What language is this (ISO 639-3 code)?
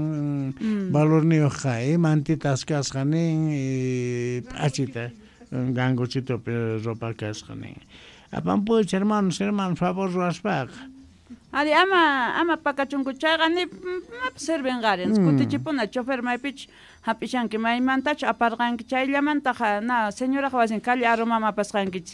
quh